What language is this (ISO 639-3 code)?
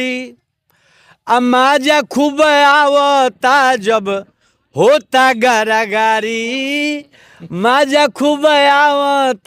bho